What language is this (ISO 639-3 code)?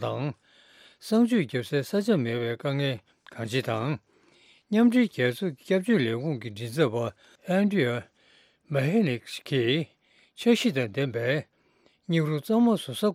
bod